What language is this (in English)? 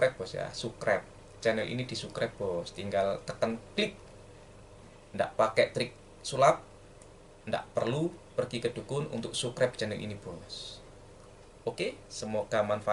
Indonesian